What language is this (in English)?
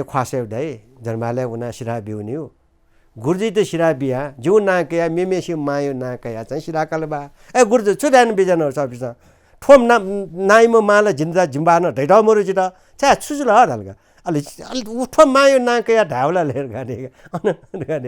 Newari